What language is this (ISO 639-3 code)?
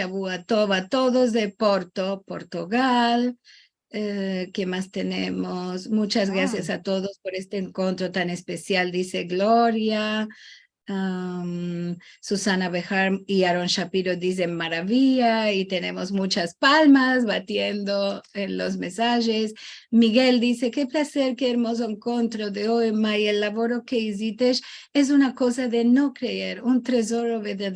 lad